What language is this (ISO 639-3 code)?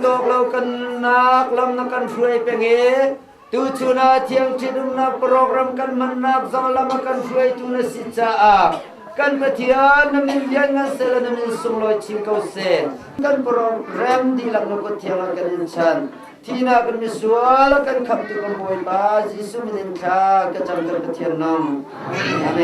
cnh